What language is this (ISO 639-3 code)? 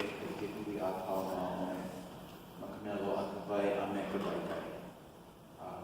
haw